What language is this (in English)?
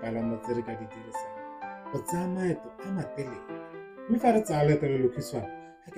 Tswana